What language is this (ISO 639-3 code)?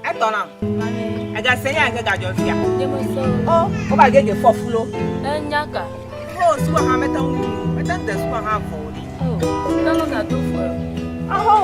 ewe